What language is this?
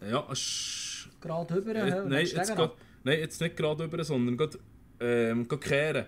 Swiss German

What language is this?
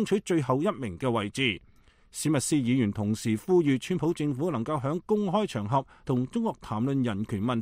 Cantonese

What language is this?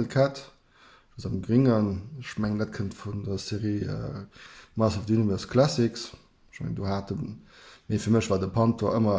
Luxembourgish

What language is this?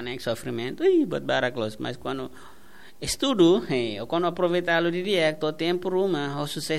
Tetum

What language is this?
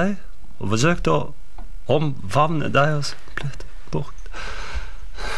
Norwegian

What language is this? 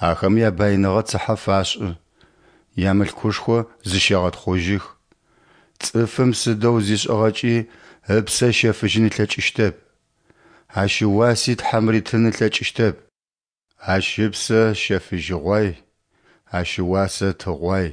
Adyghe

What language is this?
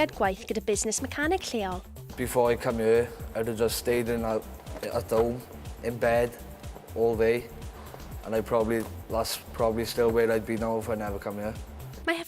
Welsh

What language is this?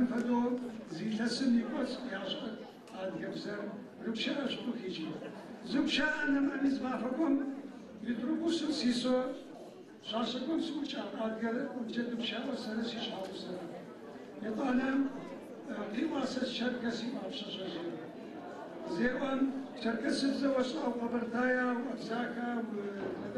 Adyghe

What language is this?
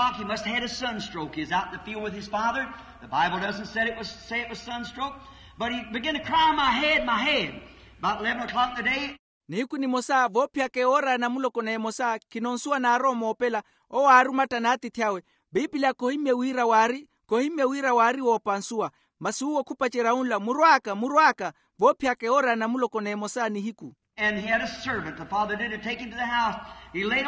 Makhuwa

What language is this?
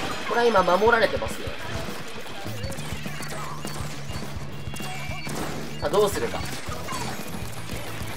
Japanese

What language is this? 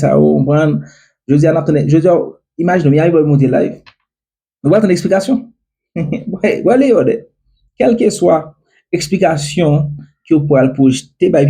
Haitian Creole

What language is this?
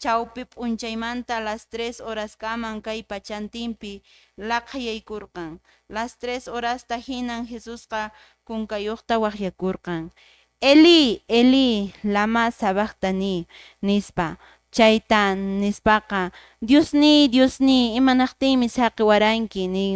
Quechua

